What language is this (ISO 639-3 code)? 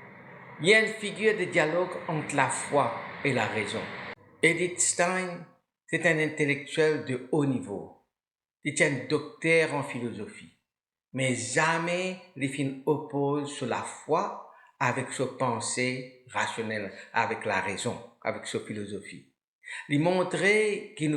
mfe